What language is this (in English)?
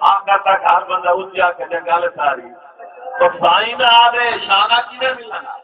Saraiki